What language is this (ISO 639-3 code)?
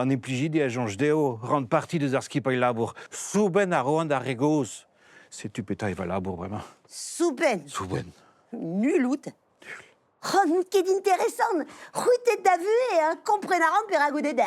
bre